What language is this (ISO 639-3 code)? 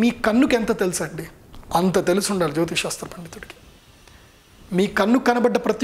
tel